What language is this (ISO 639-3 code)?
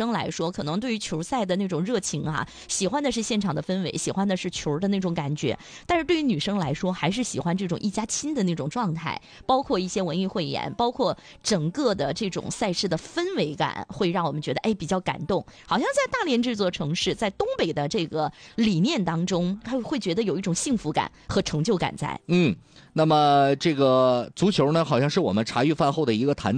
zho